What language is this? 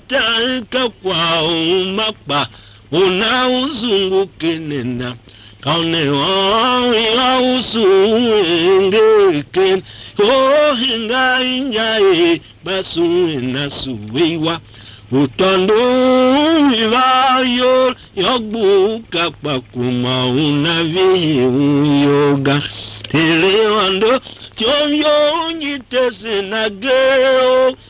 Tiv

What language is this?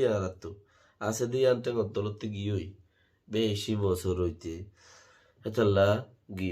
Rohingya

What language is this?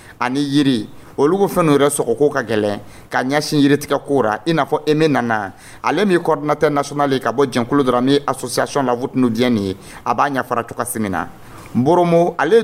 Dyula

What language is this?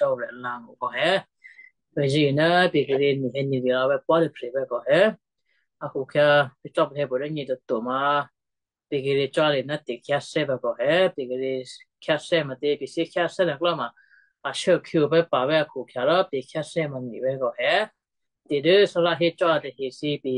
Western Kayah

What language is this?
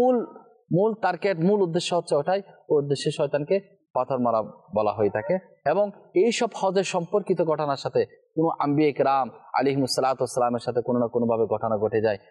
Bangla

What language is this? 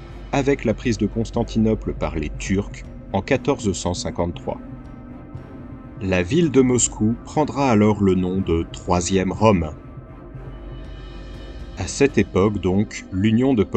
French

